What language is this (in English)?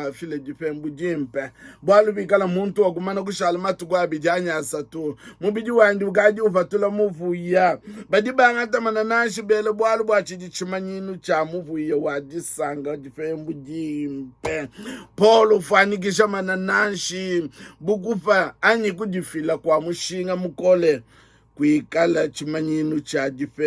Luba-Lulua